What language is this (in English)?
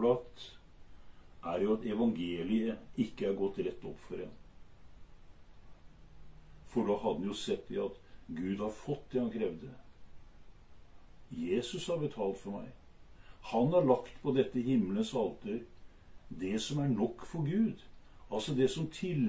Norwegian